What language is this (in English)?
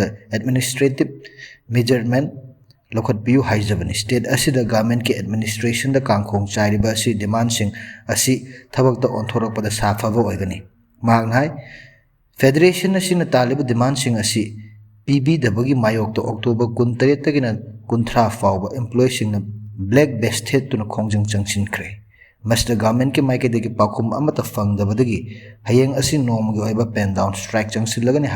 Manipuri